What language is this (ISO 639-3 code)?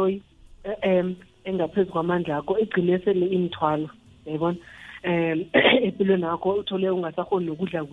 nbl